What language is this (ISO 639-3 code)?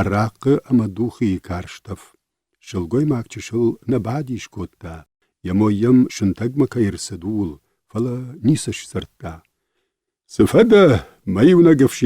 oss